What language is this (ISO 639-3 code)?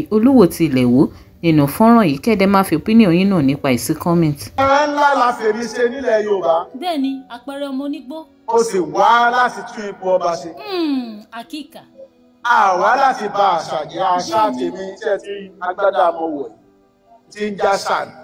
yor